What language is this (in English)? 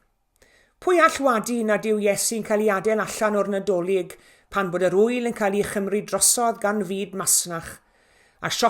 Welsh